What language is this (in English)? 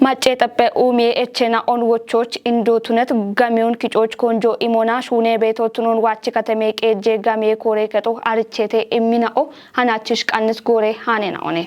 Kafa